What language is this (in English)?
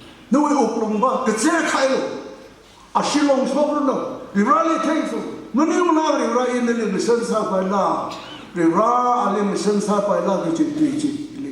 Tangkhul Naga (India)